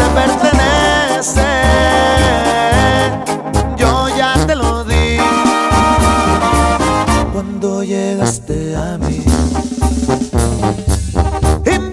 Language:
Spanish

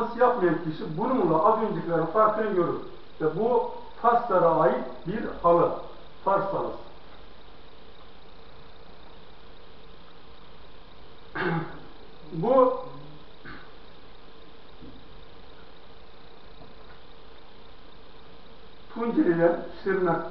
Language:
Turkish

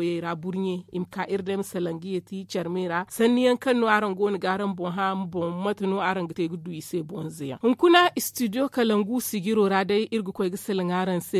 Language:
Zarma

